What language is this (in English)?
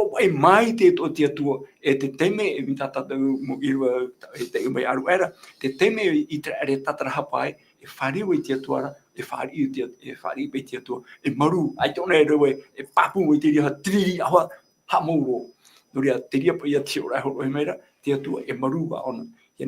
Tahitian